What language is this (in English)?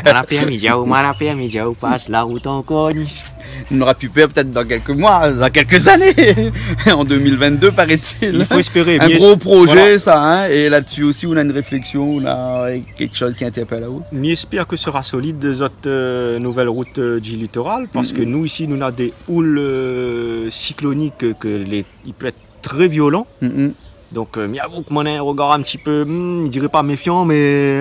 Réunion Creole French